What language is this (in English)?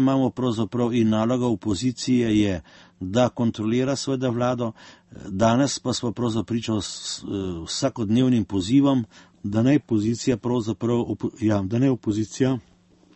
Slovenian